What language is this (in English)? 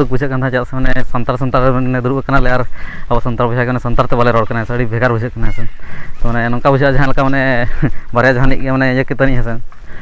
Santali